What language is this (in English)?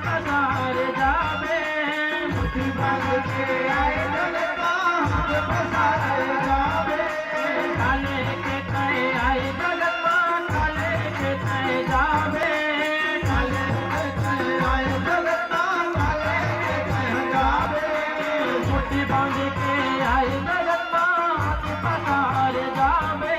Chhattisgarhi